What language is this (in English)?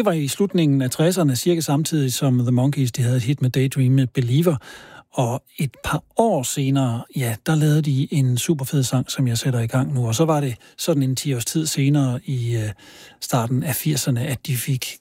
Danish